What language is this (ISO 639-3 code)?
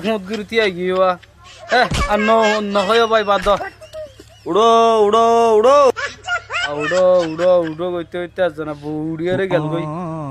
rhg